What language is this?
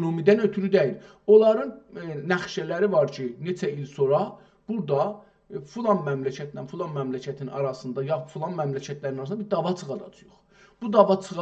South Azerbaijani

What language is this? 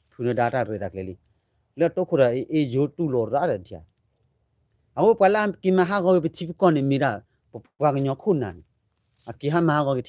S'gaw Karen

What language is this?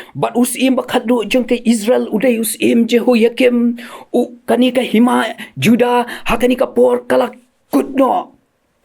Khasi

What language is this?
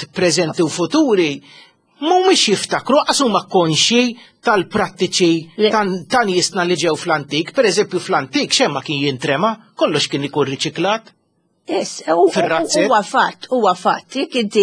Maltese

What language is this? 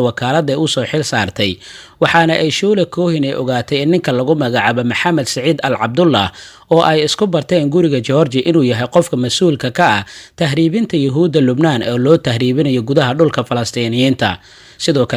Somali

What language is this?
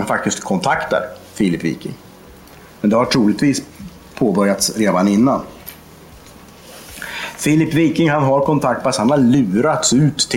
Swedish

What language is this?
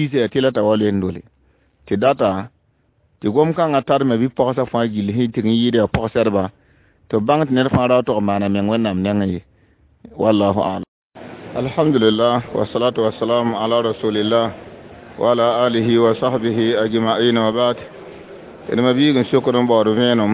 Mossi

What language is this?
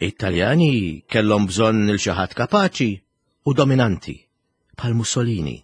Maltese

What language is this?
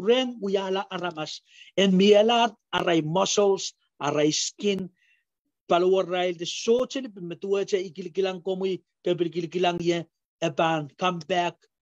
Pohnpeian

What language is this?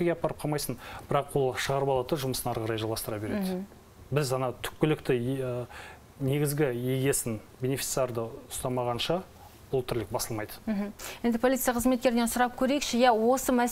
Kazakh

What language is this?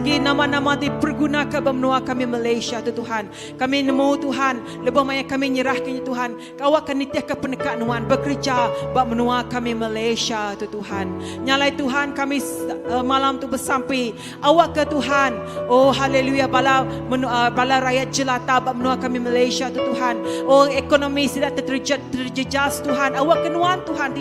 Iban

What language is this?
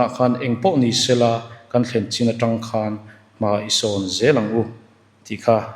Mizo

